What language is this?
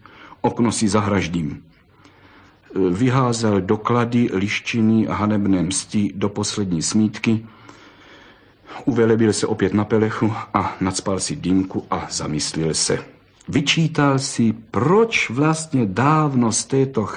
Czech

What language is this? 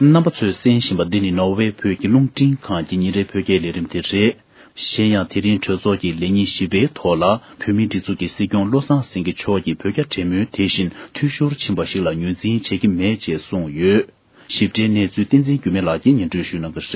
Tibetan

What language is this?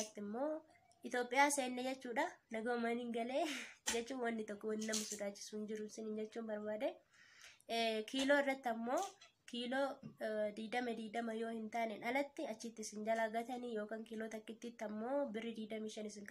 Oromo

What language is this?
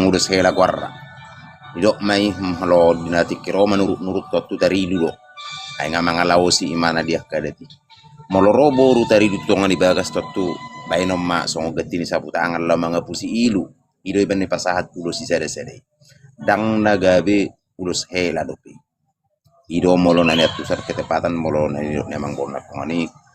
Batak Toba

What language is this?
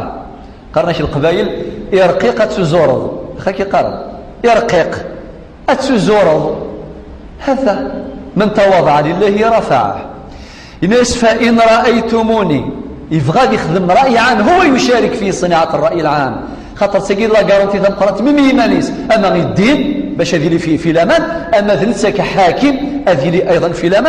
Kabyle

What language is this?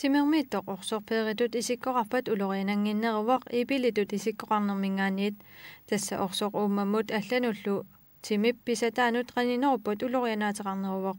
Kalaallisut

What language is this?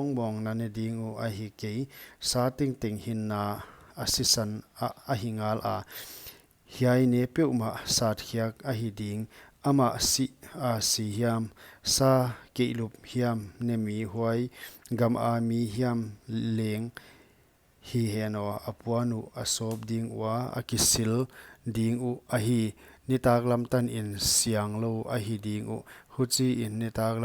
Paite Chin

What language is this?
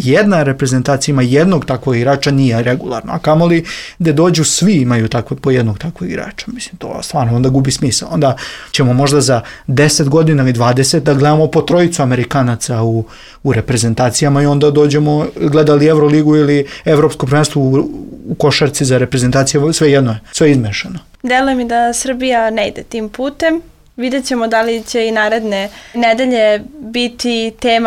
Serbian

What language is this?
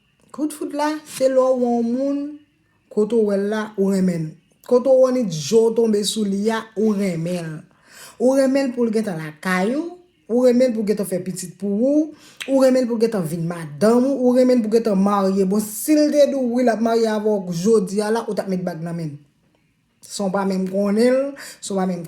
Haitian Creole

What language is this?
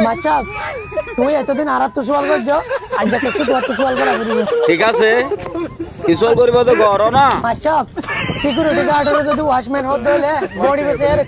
Rohingya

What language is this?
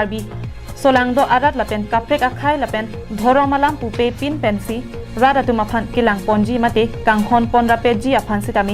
Karbi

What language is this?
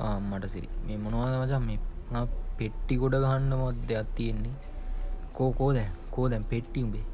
Sinhala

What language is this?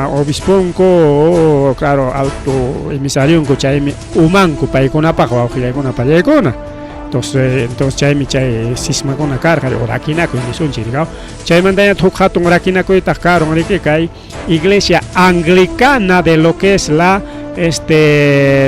Ayacucho Quechua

